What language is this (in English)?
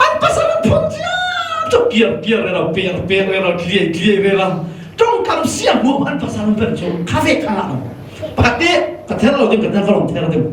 Falam Chin